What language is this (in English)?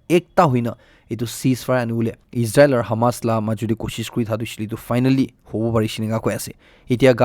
Naga Pidgin